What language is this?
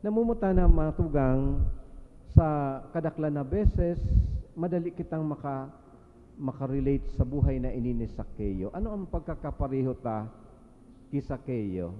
Bikol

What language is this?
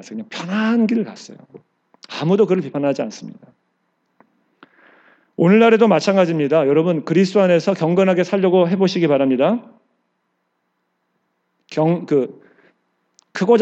Korean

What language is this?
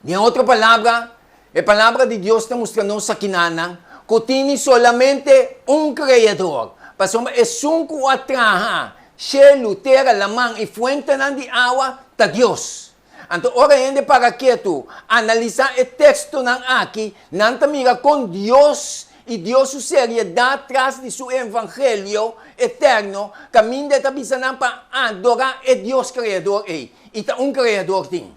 Papiamento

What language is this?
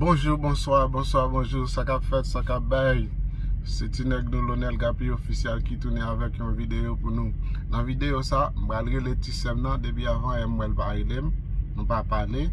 Haitian Creole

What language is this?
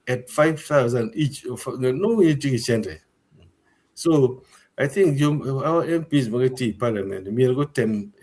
Acoli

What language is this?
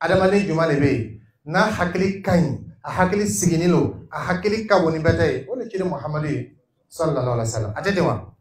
Dyula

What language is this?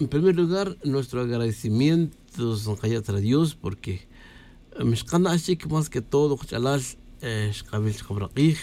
Tz'utujil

